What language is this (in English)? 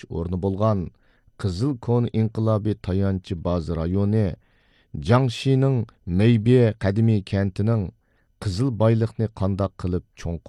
Uyghur